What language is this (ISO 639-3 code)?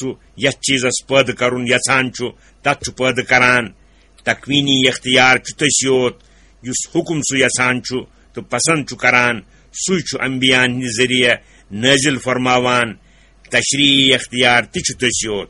kas